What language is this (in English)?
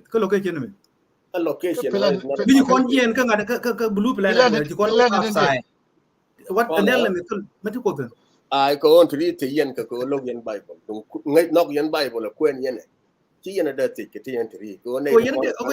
Nuer